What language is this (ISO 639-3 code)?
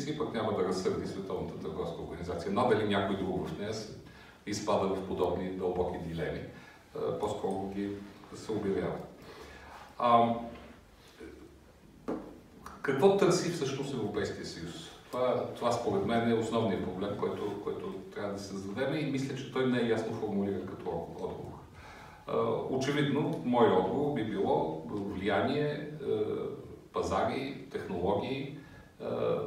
bul